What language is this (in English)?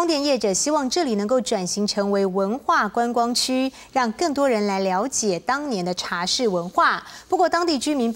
Chinese